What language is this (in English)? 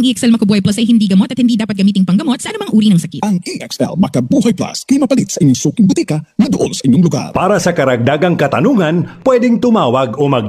Filipino